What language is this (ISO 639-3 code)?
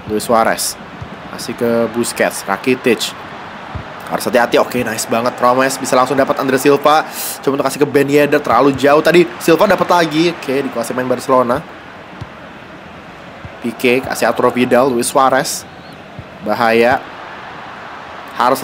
ind